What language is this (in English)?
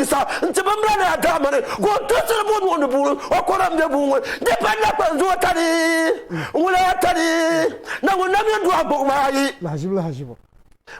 Dagbani